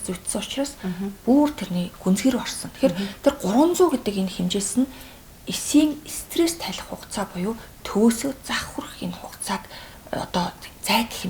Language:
Mongolian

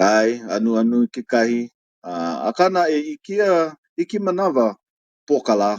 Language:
Hawaiian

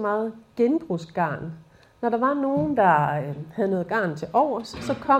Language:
Danish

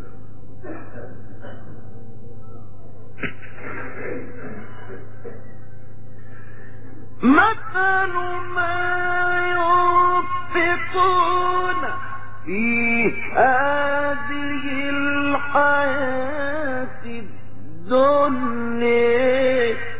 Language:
Arabic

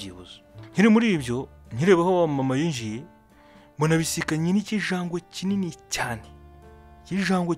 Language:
Kinyarwanda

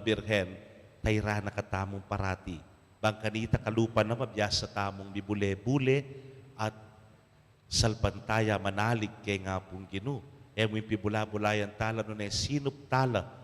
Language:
Pampanga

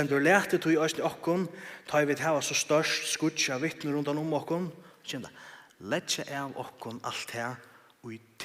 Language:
Faroese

